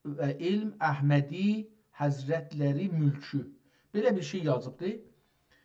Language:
South Azerbaijani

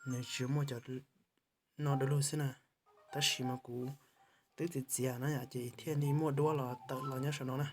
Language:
Hmong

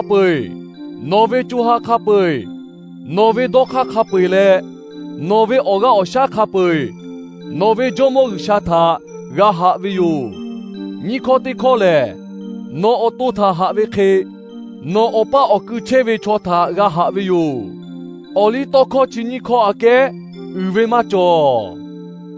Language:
Lahu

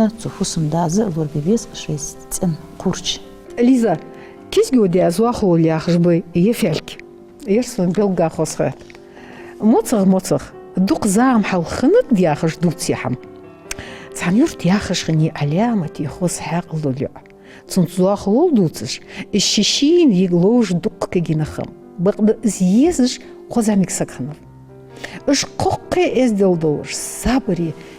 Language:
Ingush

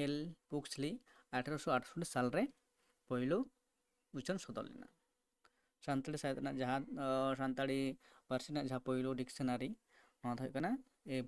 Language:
Santali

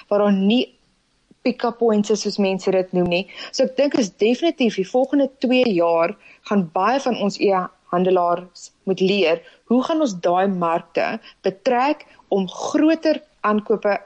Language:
Afrikaans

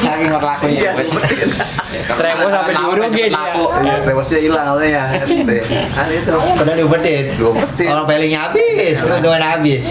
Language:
Betawi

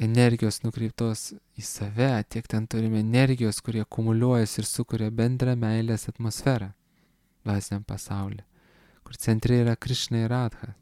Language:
Lithuanian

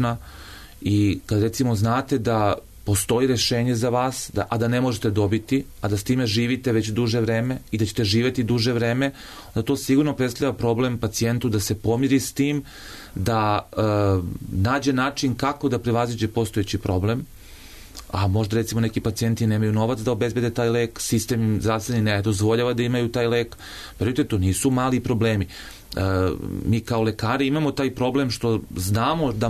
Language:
Serbian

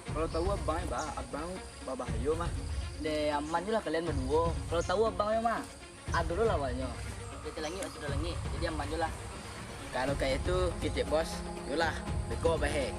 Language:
Minangkabau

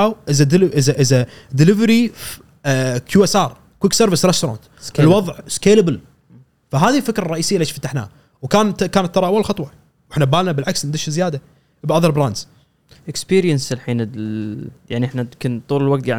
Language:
Gulf Arabic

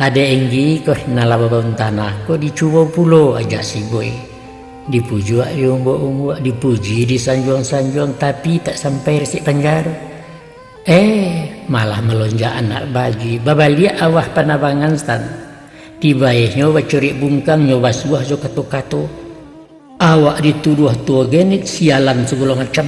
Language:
Minangkabau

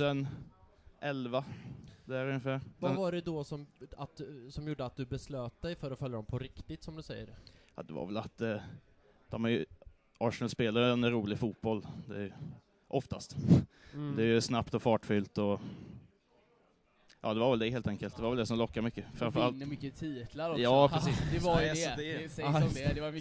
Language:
Swedish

